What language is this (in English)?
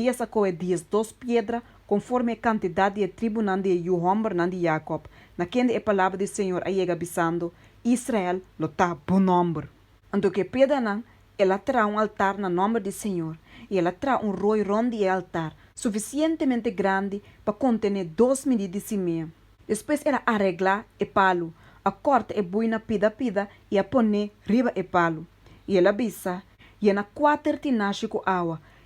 Papiamento